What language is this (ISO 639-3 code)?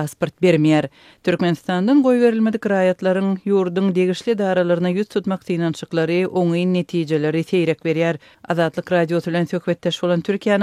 tuk